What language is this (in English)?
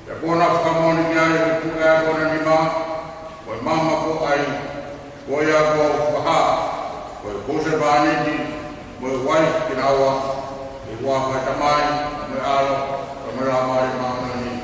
Tongan